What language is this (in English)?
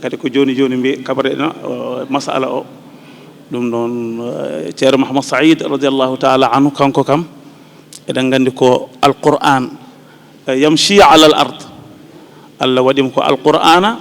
Fula